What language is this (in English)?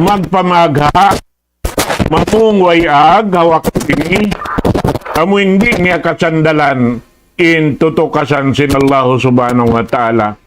Tausug